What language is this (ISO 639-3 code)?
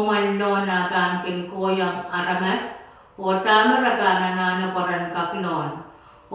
pon